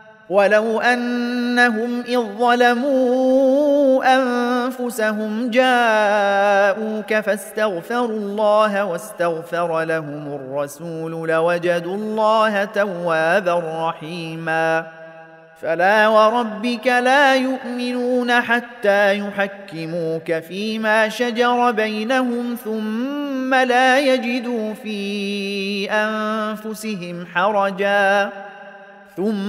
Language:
Arabic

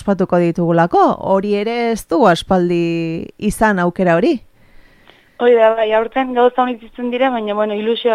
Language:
Basque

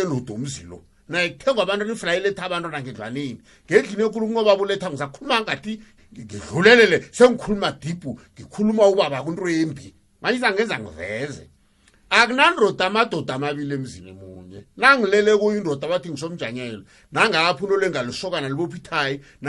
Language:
South Ndebele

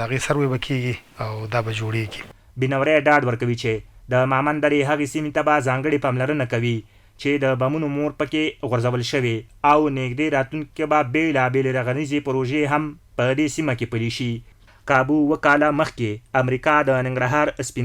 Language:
Pashto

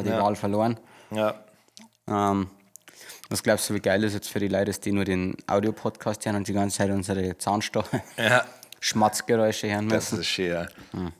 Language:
Bavarian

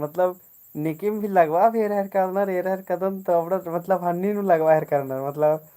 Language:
Kurukh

